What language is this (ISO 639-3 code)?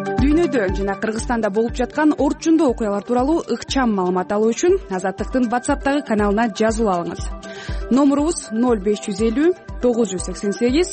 kir